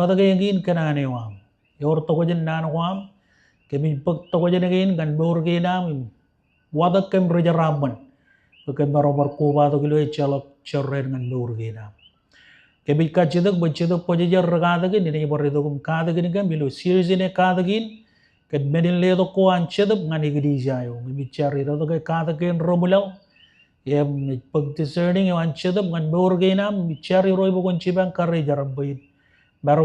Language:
Marshallese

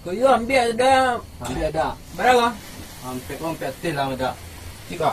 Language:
Minangkabau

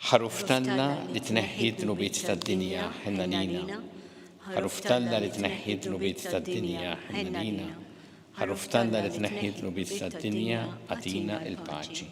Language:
Maltese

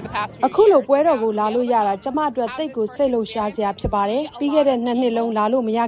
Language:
Burmese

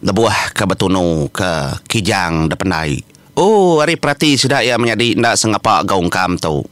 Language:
Iban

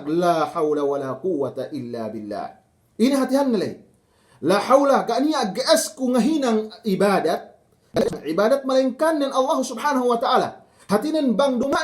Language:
Yakan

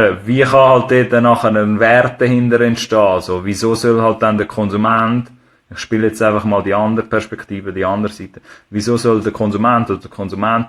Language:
Swiss German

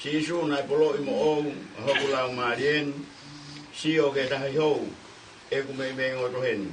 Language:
Tongan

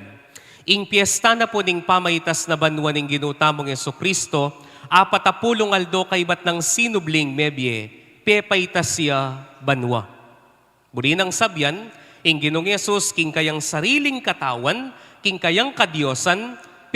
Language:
Pampanga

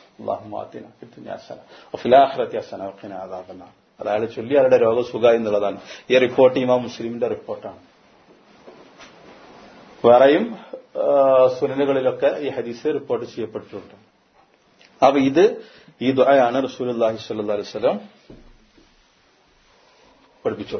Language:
Malayalam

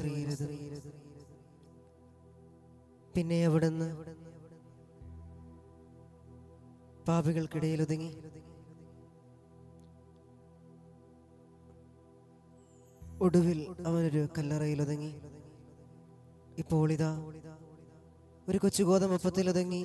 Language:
Malayalam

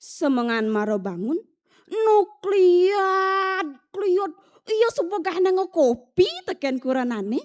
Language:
Balinese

